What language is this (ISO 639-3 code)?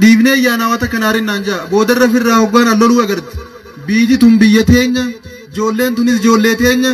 orm